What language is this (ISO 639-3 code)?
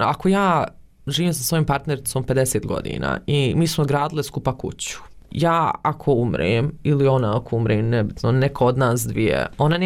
bos